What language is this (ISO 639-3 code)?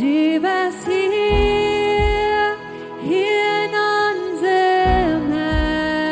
pdt